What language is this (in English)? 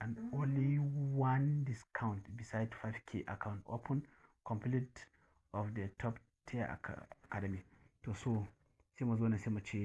Hausa